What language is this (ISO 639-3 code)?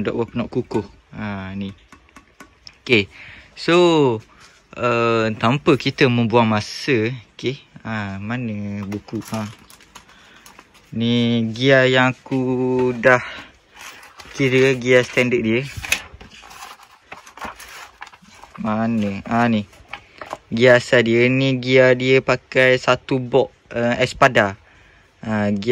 msa